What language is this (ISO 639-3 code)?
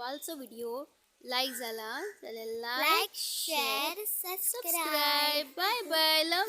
kok